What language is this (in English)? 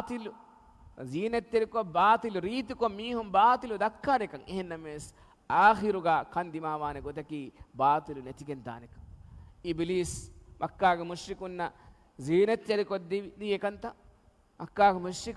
Divehi